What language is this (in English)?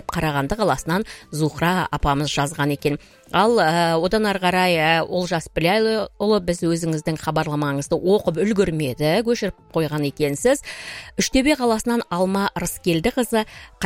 Kazakh